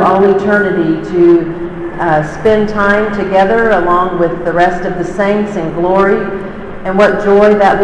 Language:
English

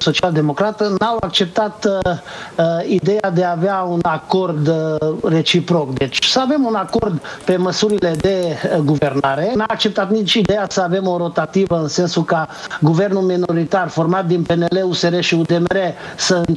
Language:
Romanian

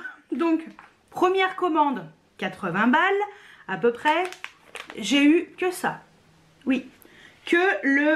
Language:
French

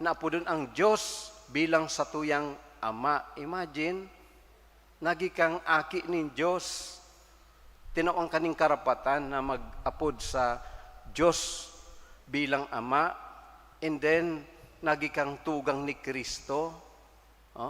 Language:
Bikol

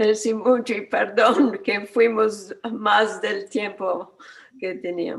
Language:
Ladino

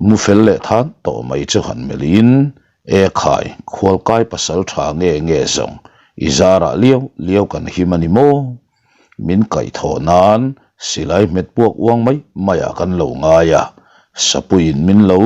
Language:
Mizo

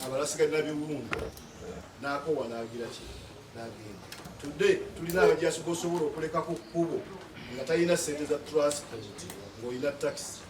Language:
Ganda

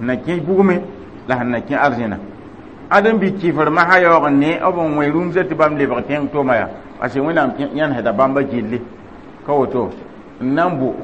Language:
Mossi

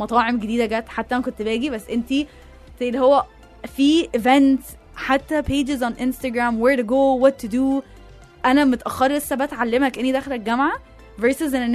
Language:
Egyptian Arabic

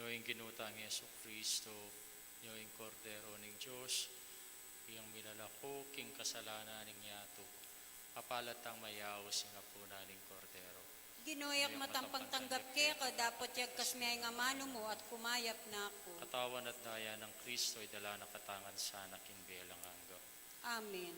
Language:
Pampanga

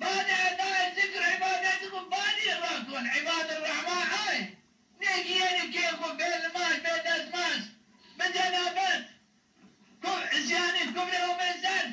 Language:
Zaza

